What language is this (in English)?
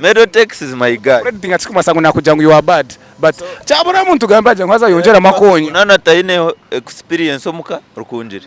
Nyankole